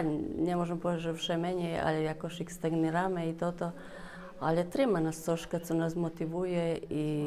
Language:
Rusyn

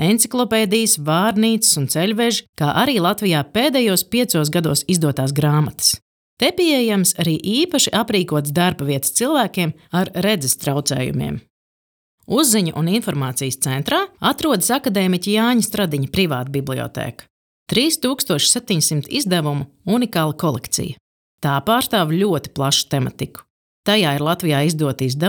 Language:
Latvian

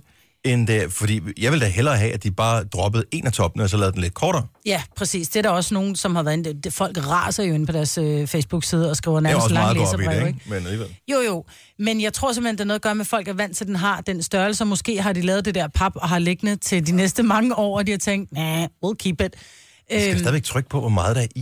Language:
Danish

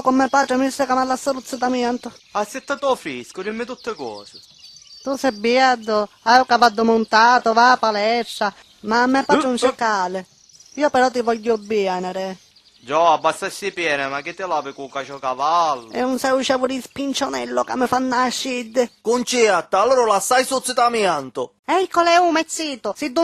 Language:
Sicilian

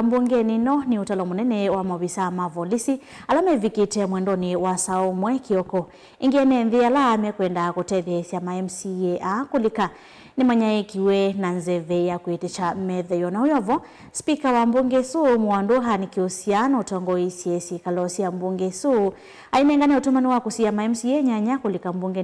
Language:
Kamba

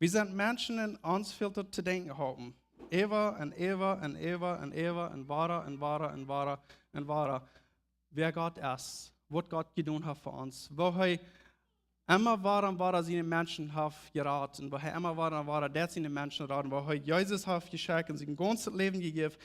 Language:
Plautdietsch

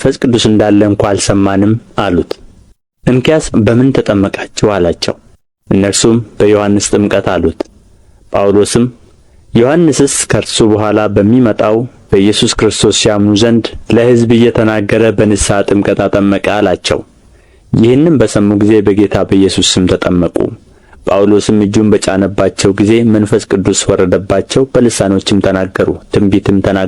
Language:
Amharic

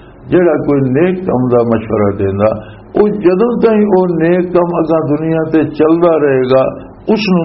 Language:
Western Panjabi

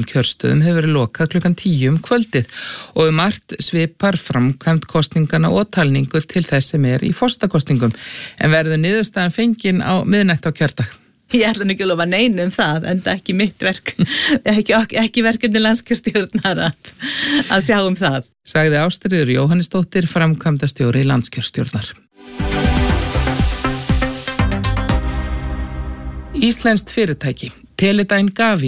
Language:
Icelandic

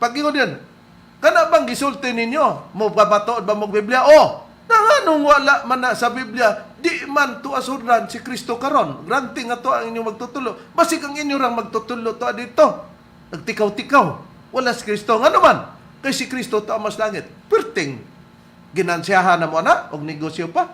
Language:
Cebuano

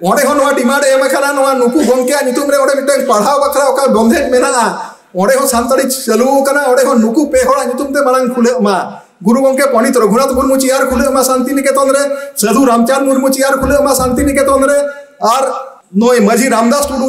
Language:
Santali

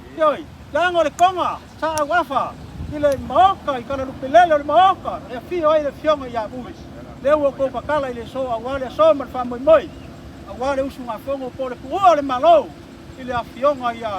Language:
Samoan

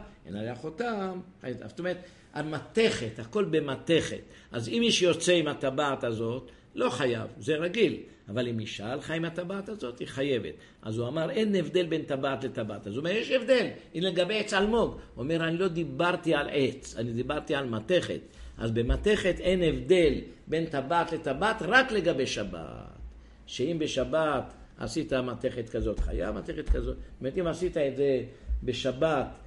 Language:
Hebrew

